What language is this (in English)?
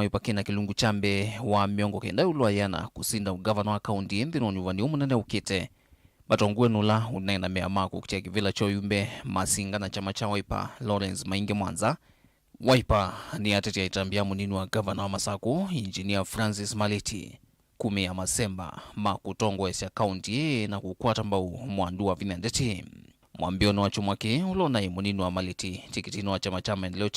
Kamba